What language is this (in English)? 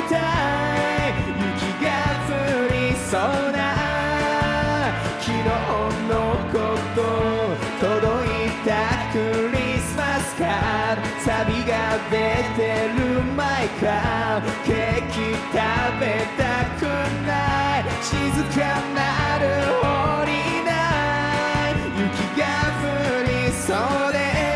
Japanese